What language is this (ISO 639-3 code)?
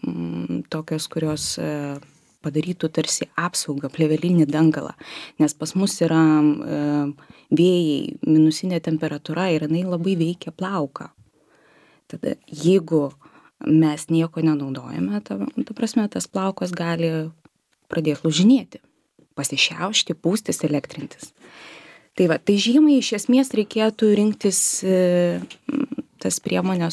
lit